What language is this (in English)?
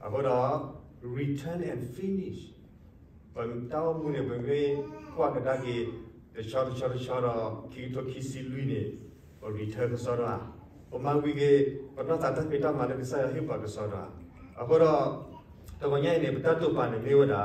S'gaw Karen